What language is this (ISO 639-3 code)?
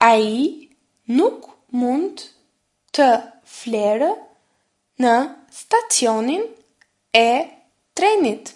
sqi